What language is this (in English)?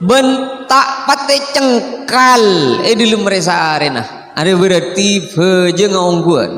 Madurese